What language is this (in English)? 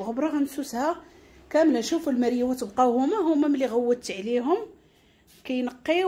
Moroccan Arabic